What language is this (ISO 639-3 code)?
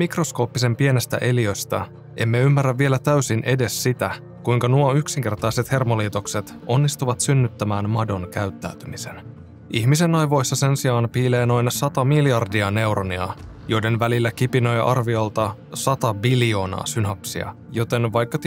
fin